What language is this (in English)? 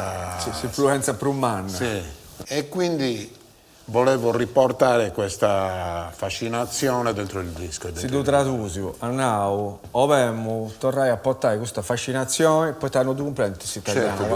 Sardinian